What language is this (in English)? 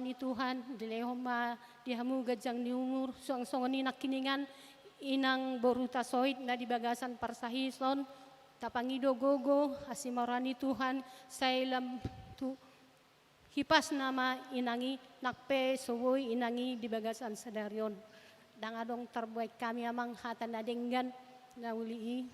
Batak Toba